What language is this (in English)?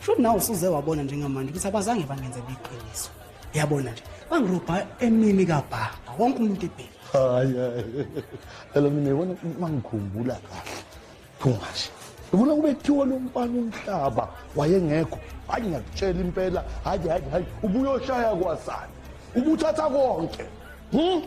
Zulu